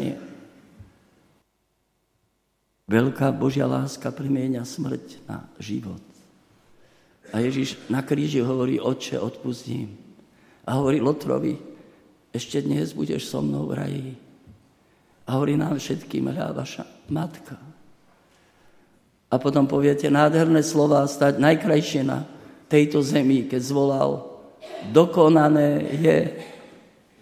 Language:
Slovak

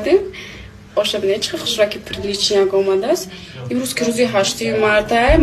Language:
Tajik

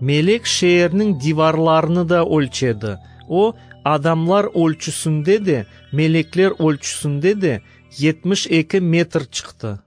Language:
Crimean Tatar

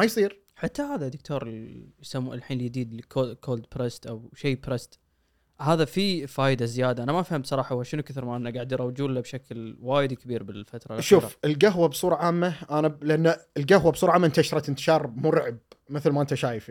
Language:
Gulf Arabic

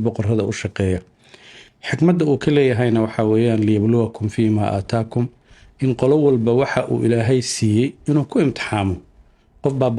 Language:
Somali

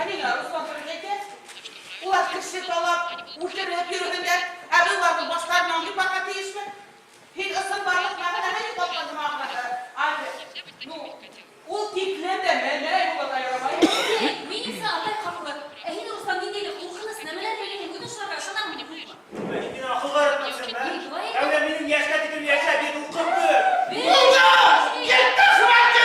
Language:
Bashkir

